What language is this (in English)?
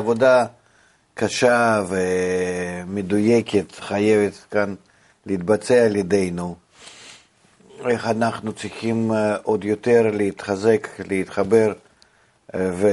Hebrew